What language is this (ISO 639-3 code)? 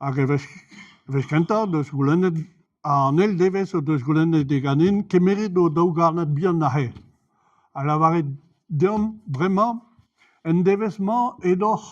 bre